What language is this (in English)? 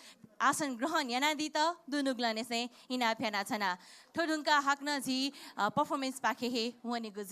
Newari